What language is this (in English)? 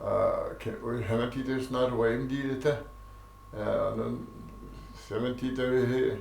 Yakut